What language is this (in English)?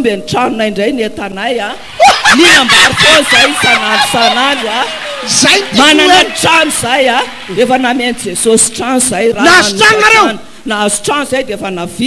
Malagasy